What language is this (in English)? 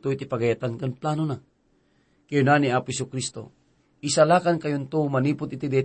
Iloko